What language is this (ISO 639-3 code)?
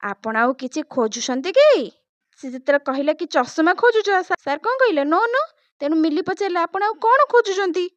ori